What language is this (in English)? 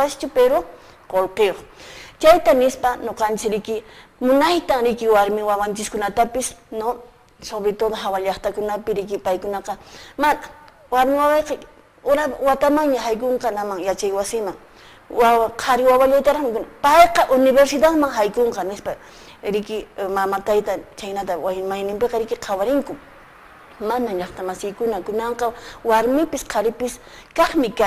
Quechua